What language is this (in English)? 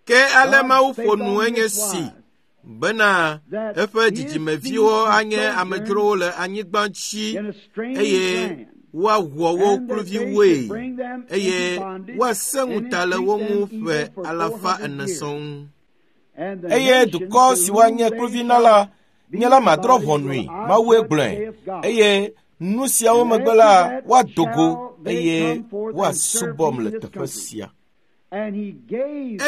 Ewe